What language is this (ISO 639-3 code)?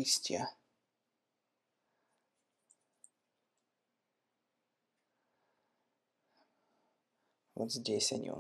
rus